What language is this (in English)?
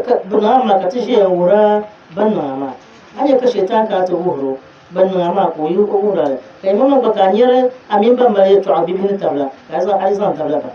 Dagbani